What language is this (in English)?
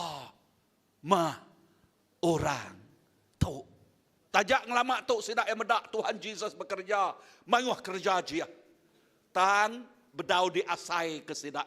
Iban